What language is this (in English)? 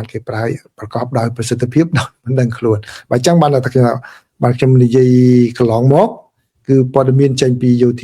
Khmer